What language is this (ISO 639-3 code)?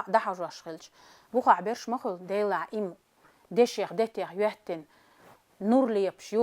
che